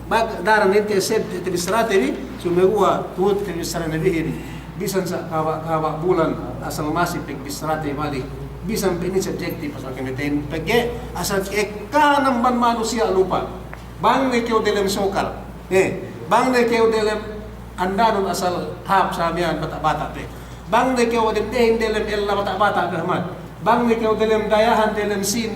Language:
Yakan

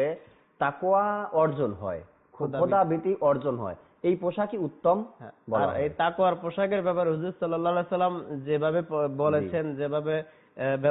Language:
Bangla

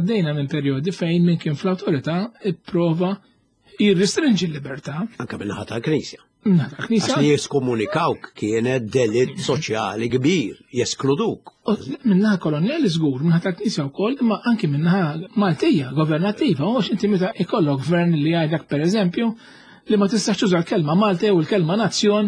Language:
Maltese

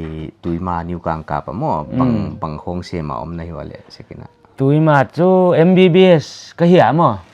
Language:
Paite Chin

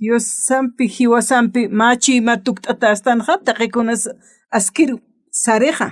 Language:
Aymara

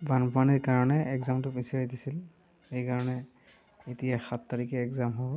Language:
Assamese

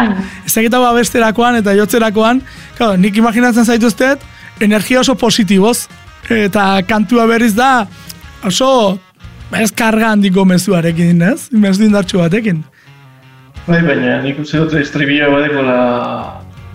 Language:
Basque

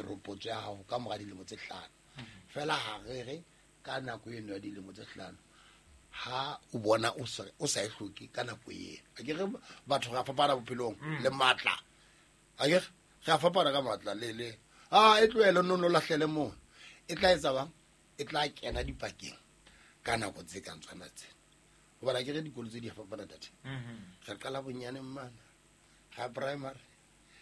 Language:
Southern Sotho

